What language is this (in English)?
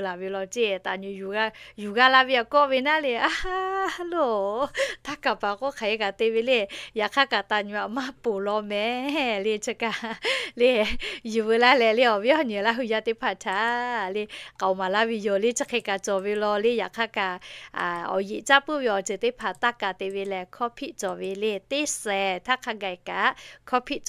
Lahu